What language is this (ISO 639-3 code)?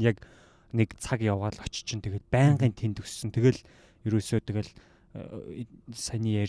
mon